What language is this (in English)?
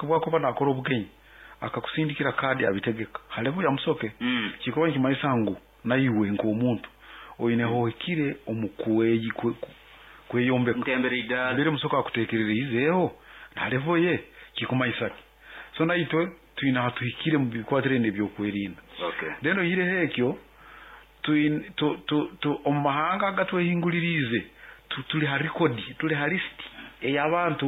Nyankole